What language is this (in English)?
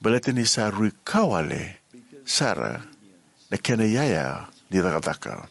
Fijian